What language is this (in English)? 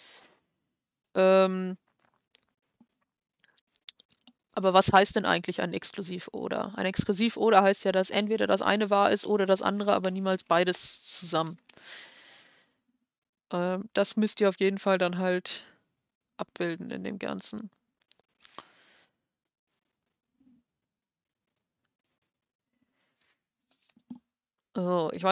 German